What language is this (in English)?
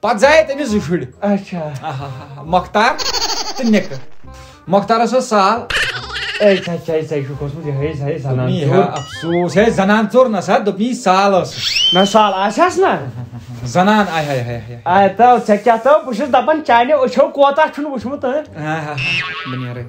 Kashmiri